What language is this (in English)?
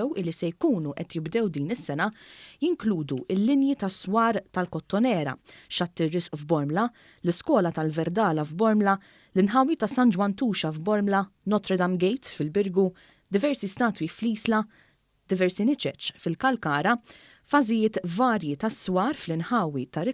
Maltese